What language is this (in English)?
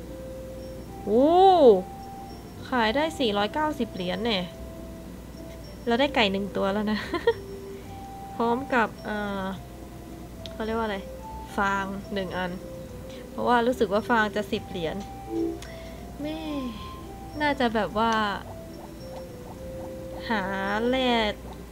Thai